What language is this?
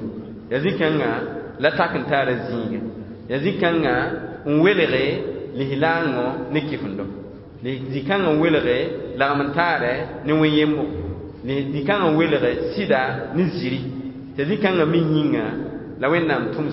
Mossi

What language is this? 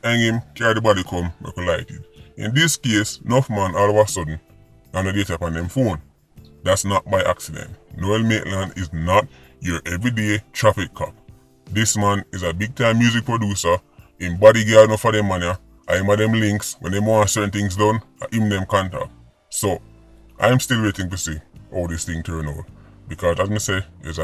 Jamaican Creole English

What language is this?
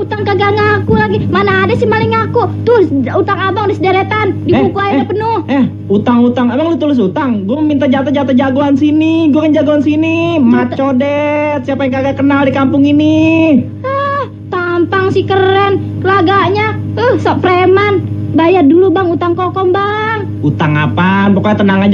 Betawi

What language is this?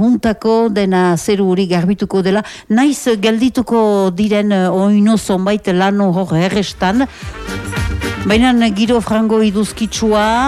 Basque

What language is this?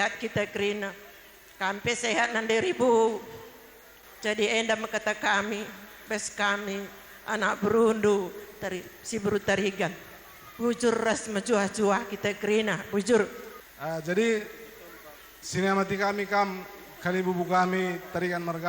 Batak Karo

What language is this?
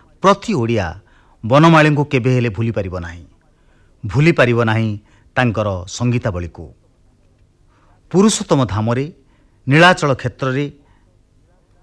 Odia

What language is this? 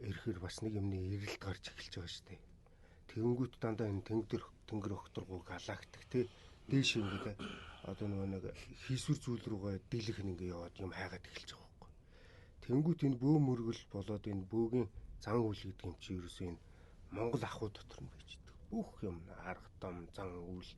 Mongolian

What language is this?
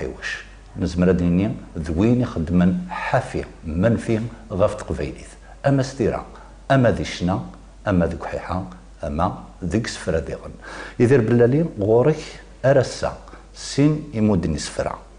Kabyle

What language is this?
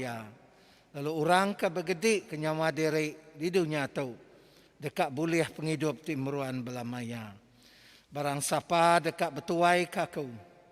Iban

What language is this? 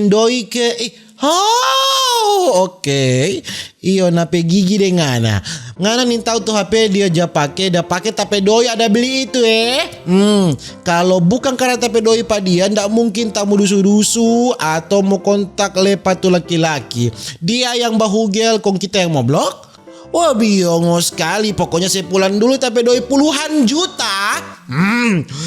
Manado Malay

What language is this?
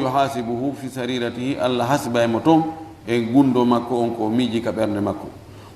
Fula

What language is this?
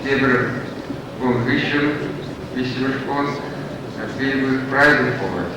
Chuvash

